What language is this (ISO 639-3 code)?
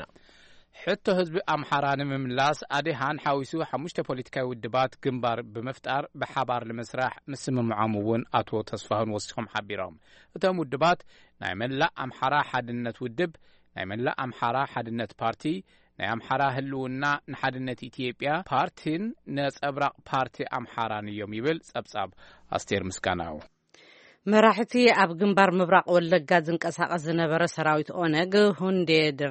tir